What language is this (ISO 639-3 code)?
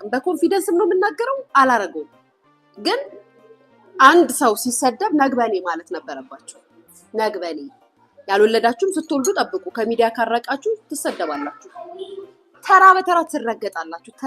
amh